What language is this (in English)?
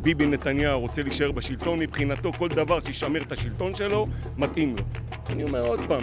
Hebrew